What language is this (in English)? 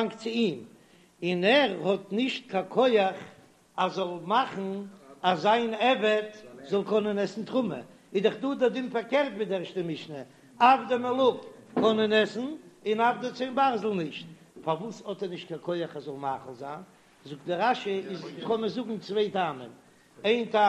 Yiddish